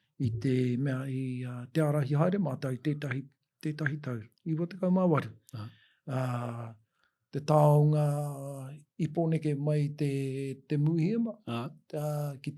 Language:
Māori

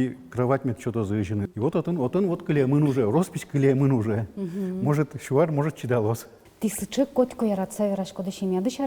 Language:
Udmurt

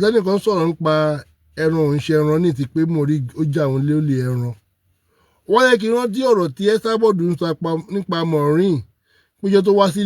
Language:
Yoruba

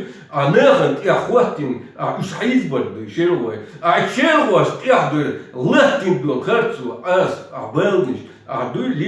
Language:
Chechen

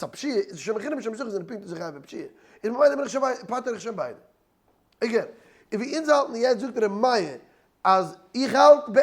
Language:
Yiddish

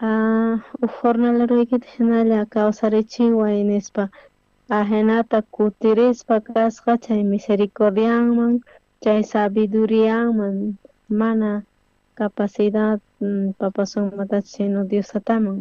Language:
South Bolivian Quechua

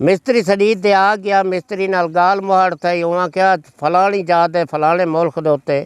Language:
Saraiki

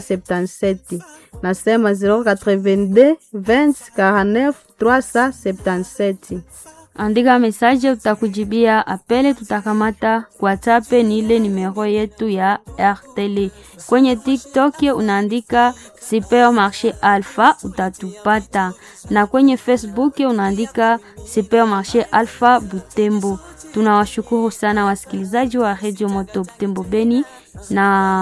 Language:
Swahili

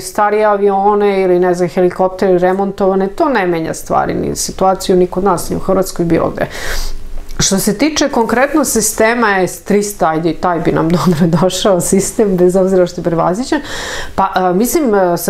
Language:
Serbian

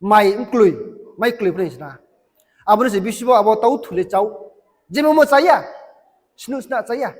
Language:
Riang (India)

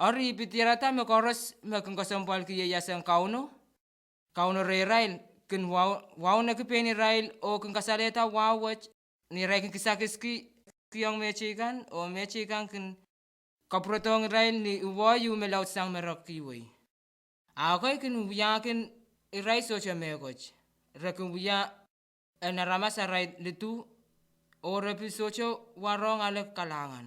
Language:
Pohnpeian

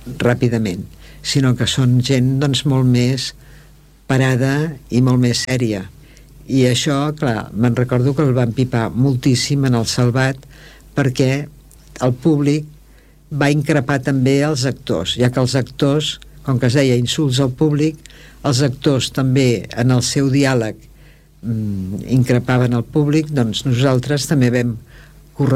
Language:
Catalan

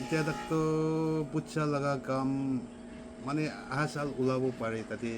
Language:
Naga Pidgin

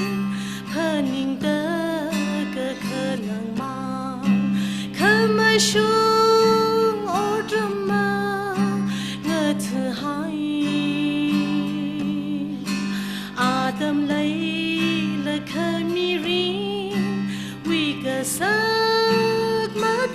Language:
Tangkhul Naga (India)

